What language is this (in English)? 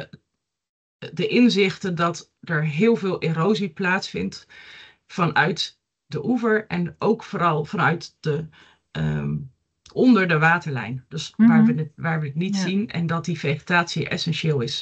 Dutch